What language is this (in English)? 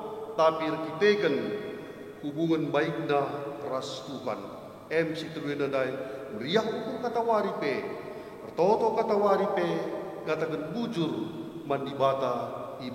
Batak Karo